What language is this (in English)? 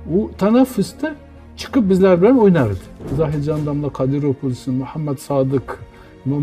Uzbek